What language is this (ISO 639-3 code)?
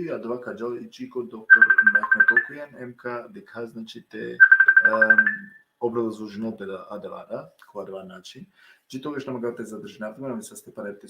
rmn